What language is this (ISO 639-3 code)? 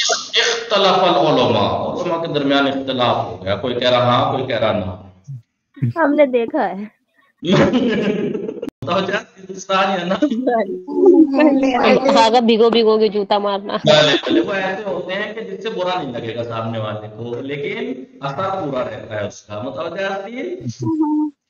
urd